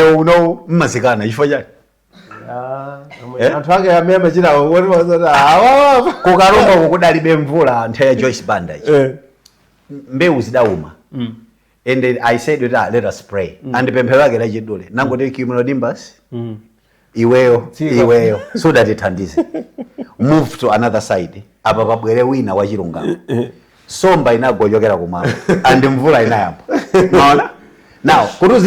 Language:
Nyanja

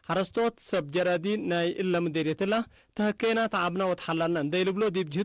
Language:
Tigre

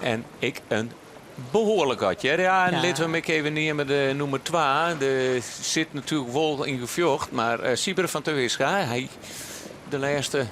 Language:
Western Frisian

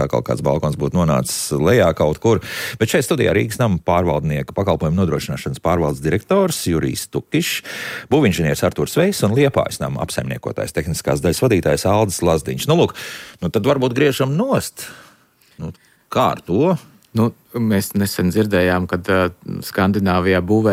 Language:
Latvian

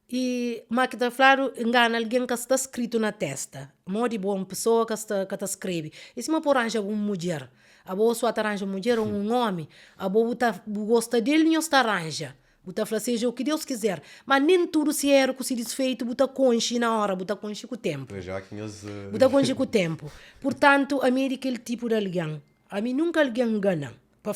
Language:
Kabuverdianu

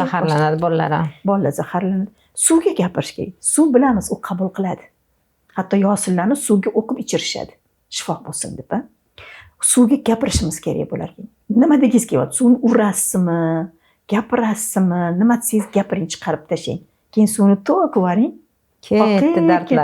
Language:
Uzbek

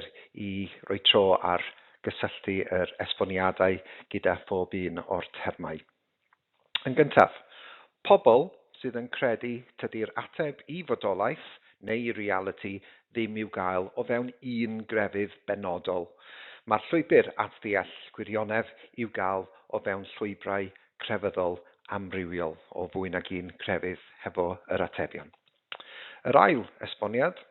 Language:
Welsh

